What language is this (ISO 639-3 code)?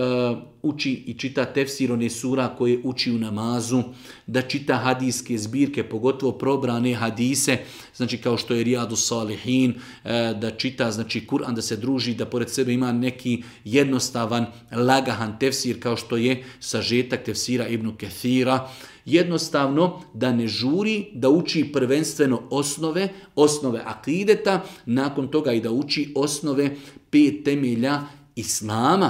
bos